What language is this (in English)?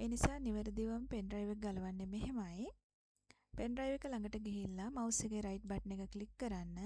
Sinhala